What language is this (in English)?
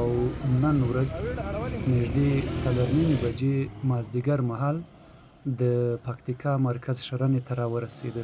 Pashto